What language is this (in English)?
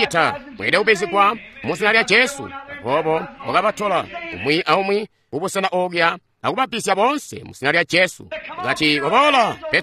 Tonga (Zambia)